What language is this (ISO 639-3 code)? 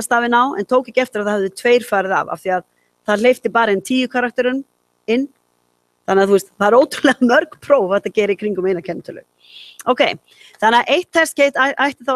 isl